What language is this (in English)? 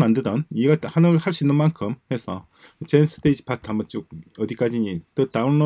Korean